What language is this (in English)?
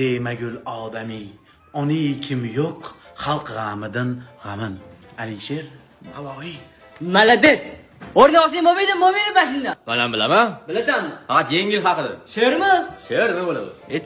Uzbek